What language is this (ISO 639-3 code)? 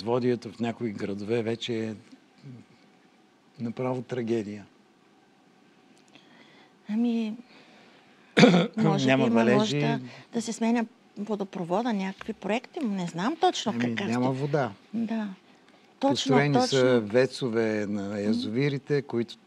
bul